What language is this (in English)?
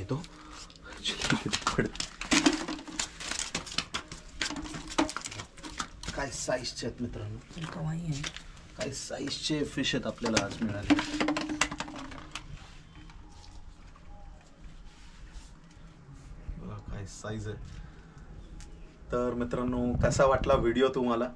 Marathi